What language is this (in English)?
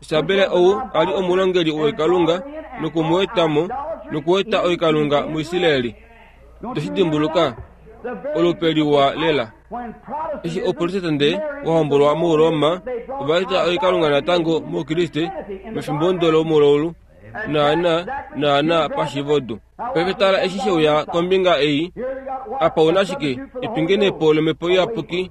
Kuanyama